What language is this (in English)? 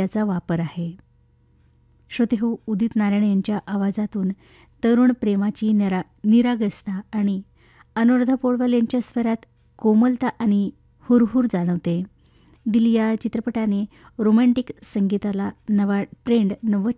Marathi